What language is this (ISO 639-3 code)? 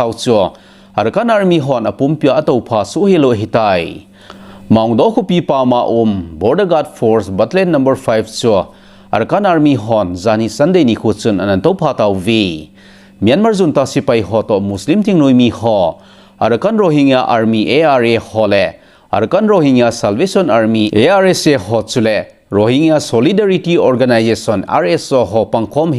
tcz